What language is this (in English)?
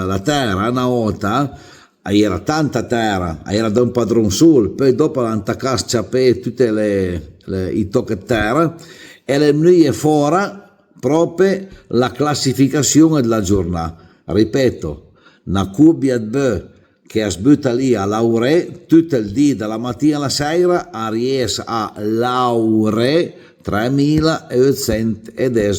Piedmontese